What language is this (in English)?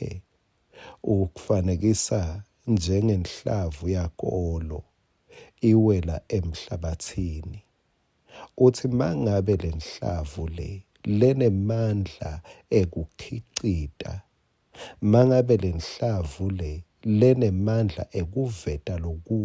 Swati